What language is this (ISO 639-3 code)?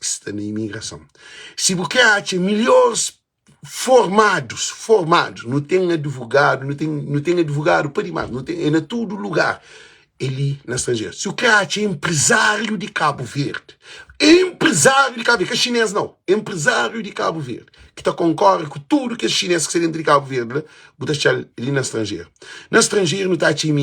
kea